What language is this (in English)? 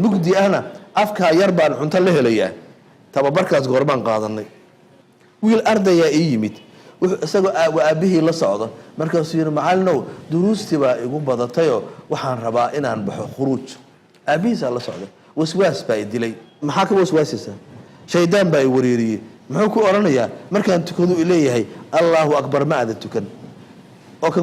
Somali